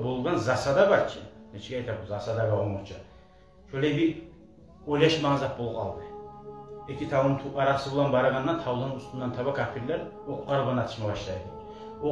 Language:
Kumyk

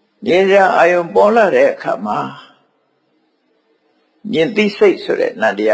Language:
Burmese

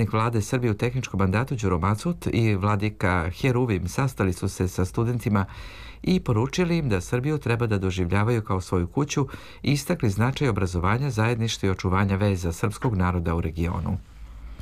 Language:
Serbian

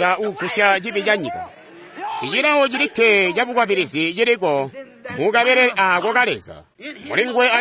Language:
Tonga (Zambia)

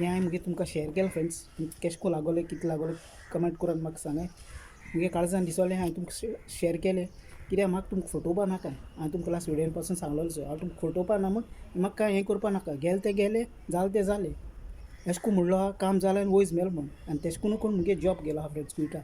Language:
Konkani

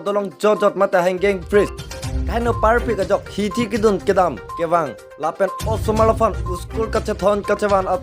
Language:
Karbi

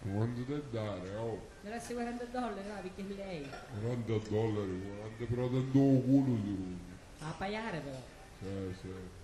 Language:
Sicilian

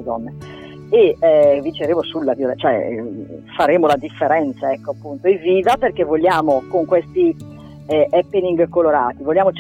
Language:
Italian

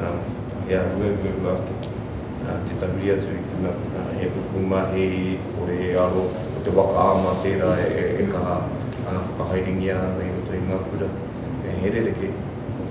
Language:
Māori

